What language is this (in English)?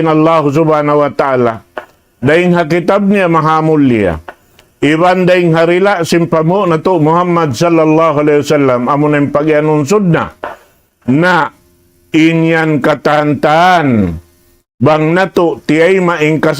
Tausug